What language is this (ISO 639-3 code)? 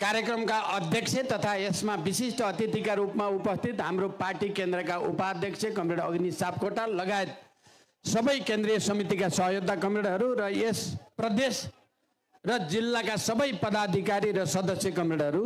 nep